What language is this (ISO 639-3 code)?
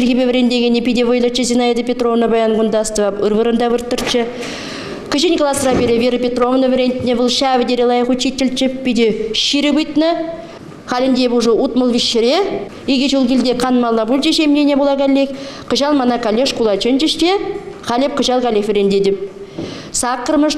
chv